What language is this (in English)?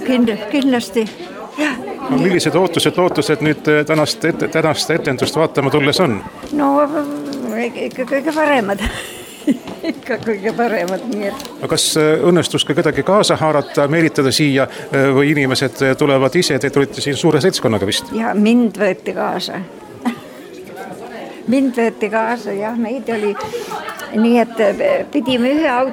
Estonian